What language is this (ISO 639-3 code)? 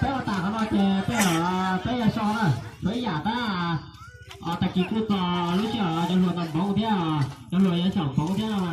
hmn